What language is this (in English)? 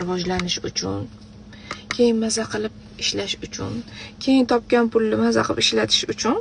Uzbek